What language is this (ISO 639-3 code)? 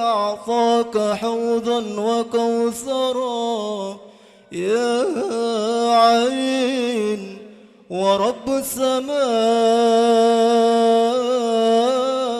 mad